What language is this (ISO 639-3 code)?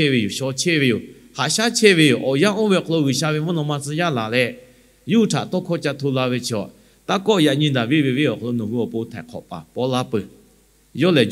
lhu